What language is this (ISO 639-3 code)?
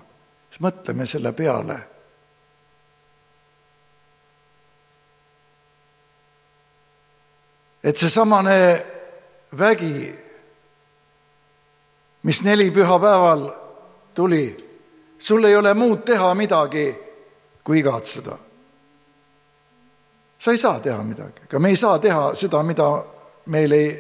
est